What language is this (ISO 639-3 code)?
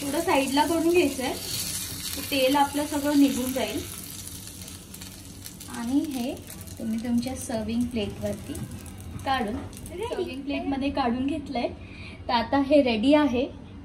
mar